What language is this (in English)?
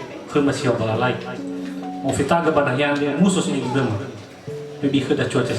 Nias